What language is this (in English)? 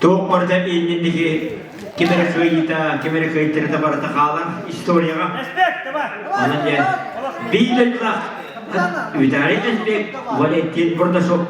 Yakut